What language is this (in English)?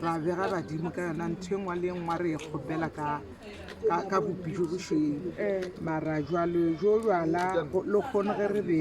Northern Sotho